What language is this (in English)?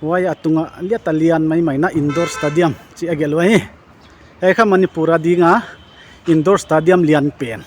Paite Chin